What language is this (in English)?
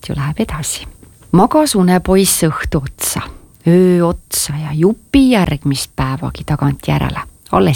Estonian